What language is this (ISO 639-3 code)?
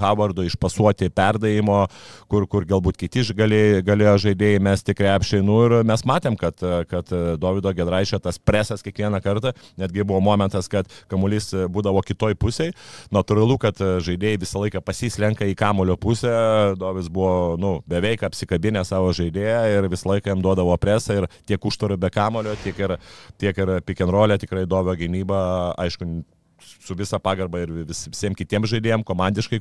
lit